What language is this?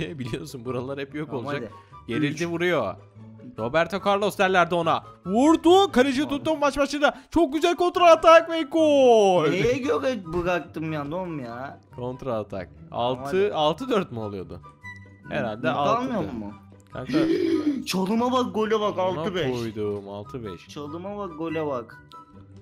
Turkish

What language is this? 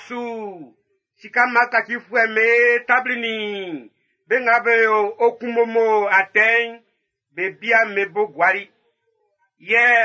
Baoulé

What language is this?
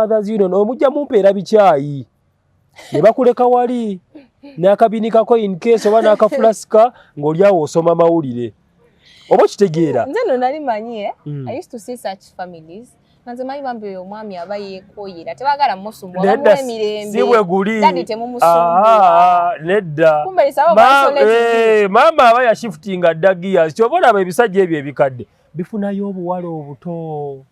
Ganda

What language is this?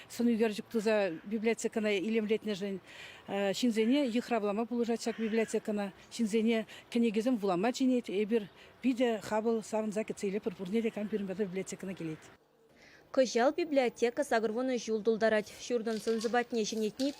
Chuvash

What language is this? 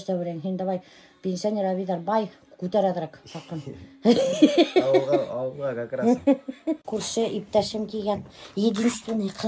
Bashkir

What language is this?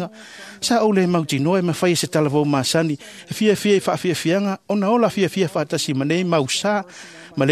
Samoan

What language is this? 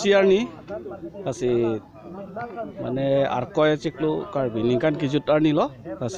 Karbi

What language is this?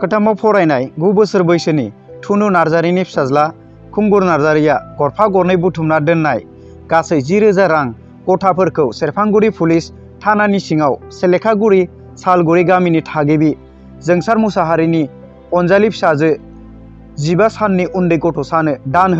Bodo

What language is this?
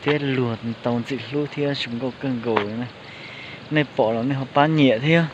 Hmong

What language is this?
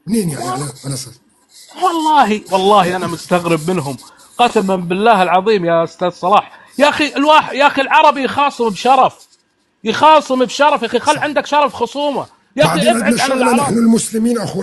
North Levantine Arabic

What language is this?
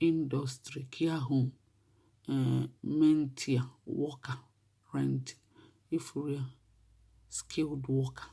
Igbo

